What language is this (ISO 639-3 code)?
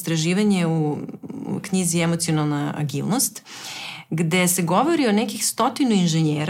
srp